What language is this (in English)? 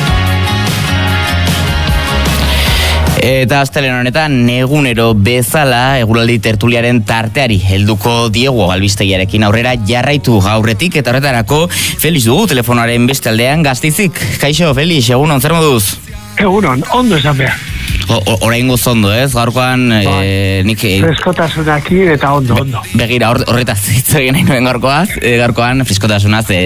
Basque